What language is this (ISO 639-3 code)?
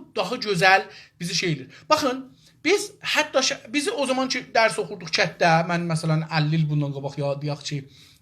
azb